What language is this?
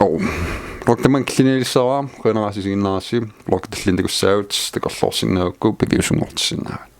Kalaallisut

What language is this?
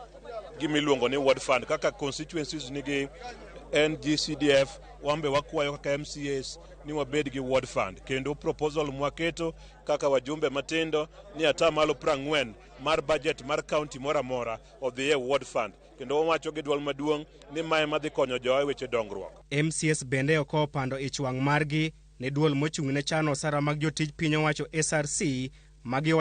Luo (Kenya and Tanzania)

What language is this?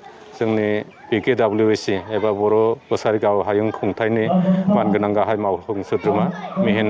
Bodo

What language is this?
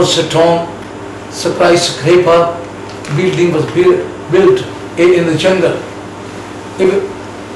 English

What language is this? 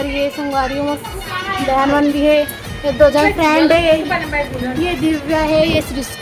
Chhattisgarhi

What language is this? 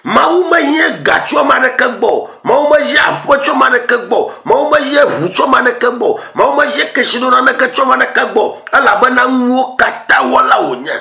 Ewe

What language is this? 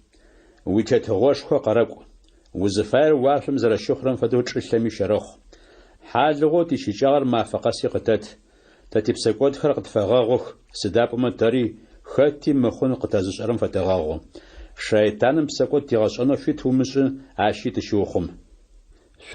Adyghe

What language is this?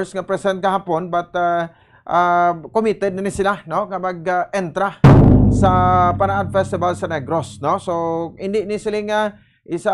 Hiligaynon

